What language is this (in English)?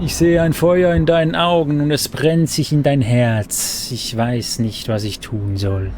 Swiss German